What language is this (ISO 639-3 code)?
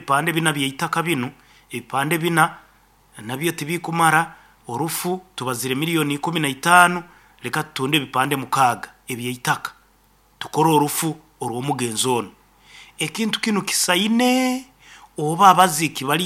nyn